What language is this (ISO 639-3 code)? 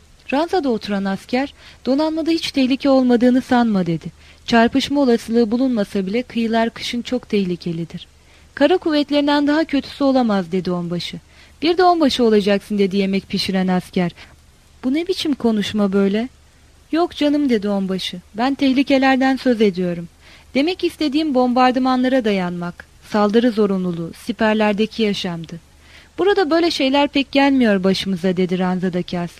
tur